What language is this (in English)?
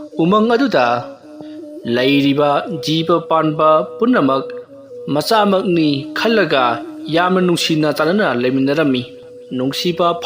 Manipuri